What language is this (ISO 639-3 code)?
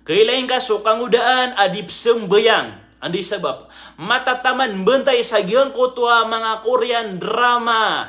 mrw